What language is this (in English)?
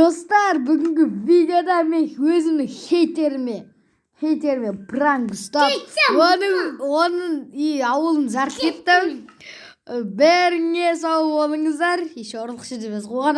Kazakh